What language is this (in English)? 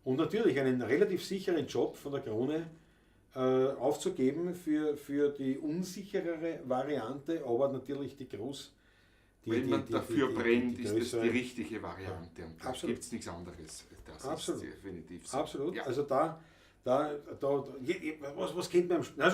Bavarian